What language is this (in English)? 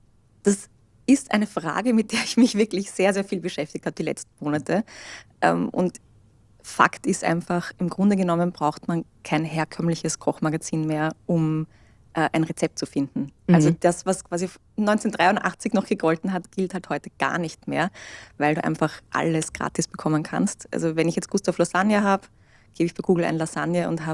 German